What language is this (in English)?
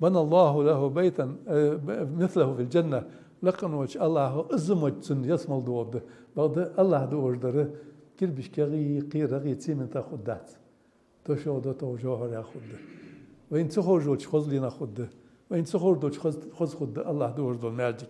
Ingush